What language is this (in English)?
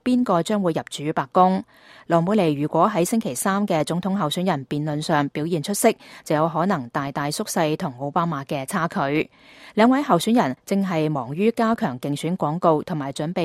Cantonese